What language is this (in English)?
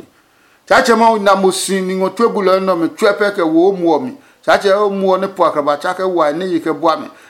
Adangme